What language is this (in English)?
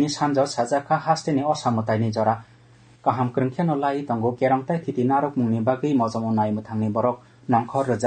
Kok Borok